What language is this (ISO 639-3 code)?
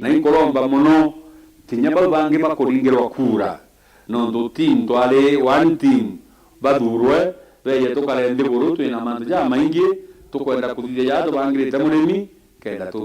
mer